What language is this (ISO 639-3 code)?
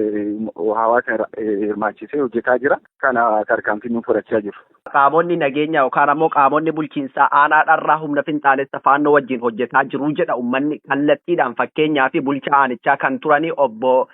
orm